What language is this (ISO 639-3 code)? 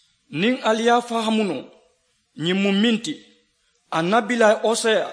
man